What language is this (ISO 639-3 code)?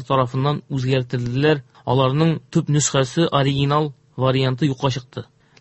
tat